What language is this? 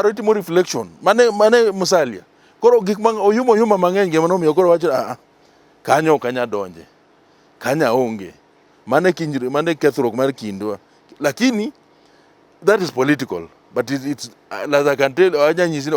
Luo (Kenya and Tanzania)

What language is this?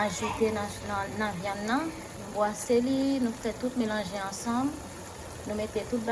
Haitian Creole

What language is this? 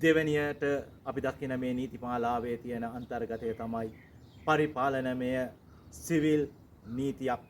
Sinhala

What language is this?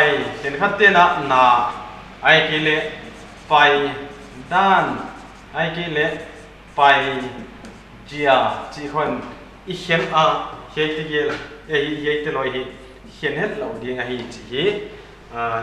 Paite Chin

